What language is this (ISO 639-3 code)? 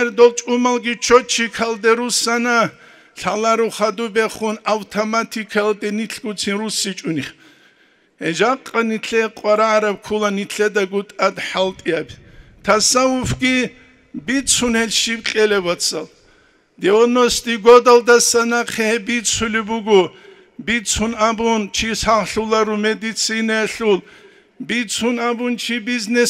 ava